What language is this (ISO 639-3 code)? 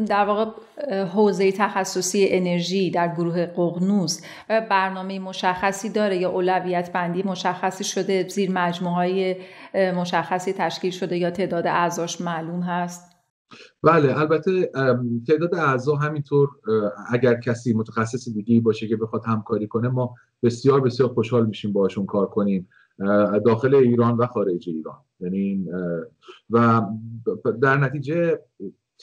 fas